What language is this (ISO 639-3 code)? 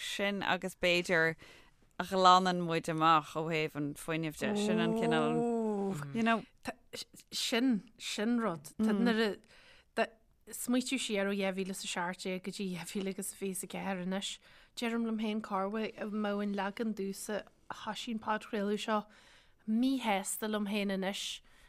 gle